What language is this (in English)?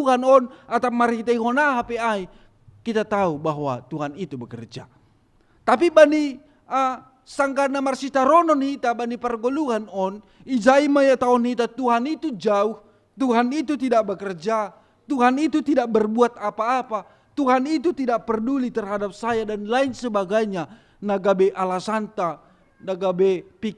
Batak Simalungun